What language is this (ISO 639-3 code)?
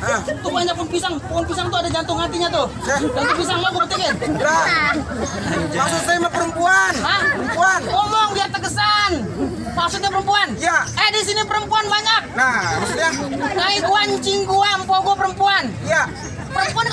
bew